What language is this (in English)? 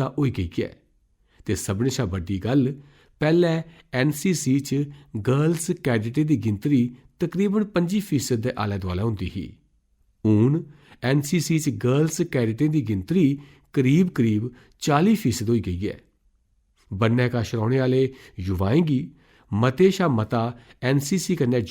Dogri